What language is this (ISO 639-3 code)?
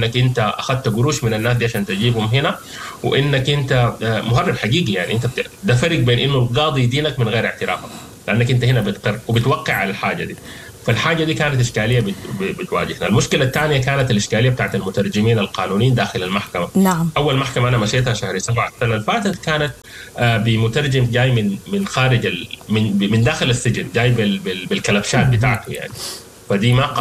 apd